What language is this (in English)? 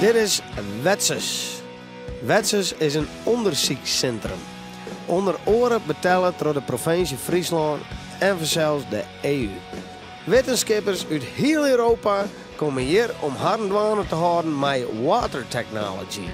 Western Frisian